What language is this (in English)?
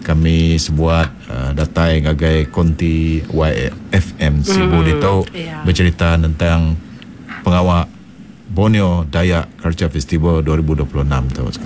Iban